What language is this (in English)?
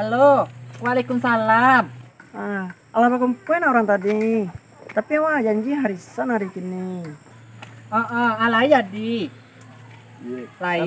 Minangkabau